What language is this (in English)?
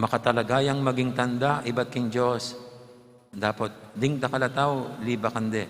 Pampanga